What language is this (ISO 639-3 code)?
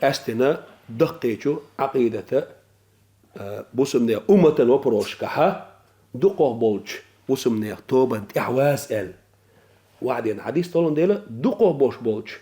che